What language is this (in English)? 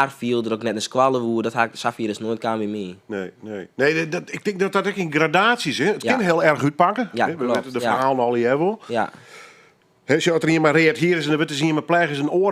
Western Frisian